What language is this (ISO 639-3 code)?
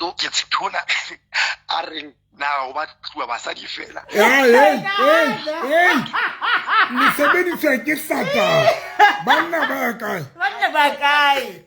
sot